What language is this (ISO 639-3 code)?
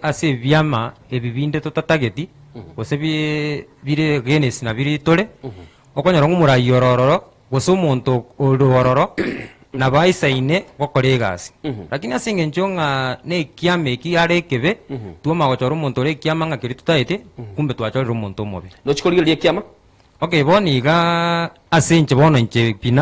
guz